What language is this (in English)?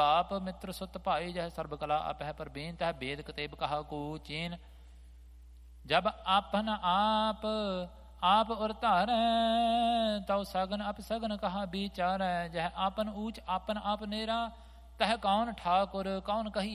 Punjabi